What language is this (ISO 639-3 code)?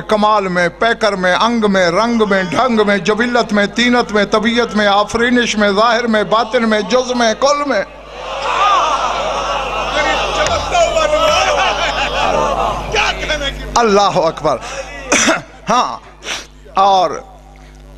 urd